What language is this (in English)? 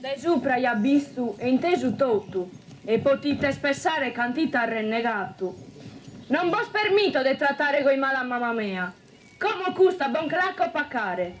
Sardinian